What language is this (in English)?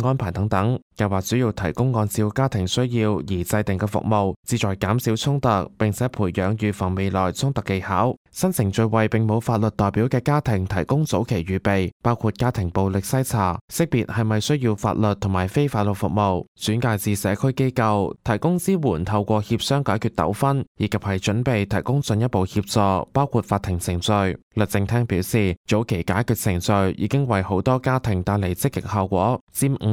Cantonese